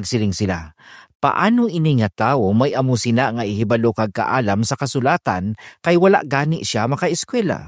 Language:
Hiligaynon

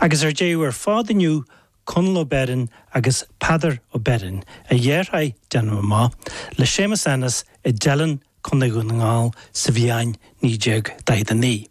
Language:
Irish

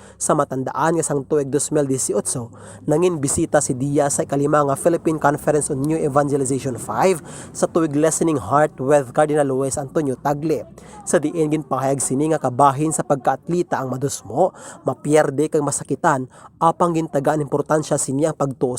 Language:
Hiligaynon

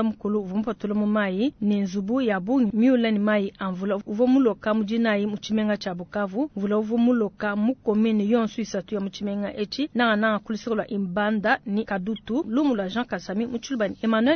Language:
Luba-Lulua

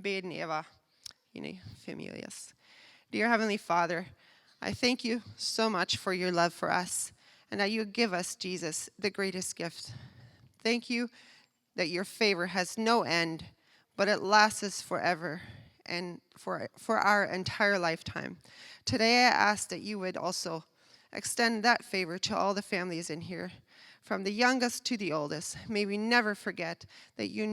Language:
Plautdietsch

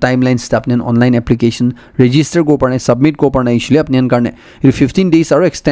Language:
Naga Pidgin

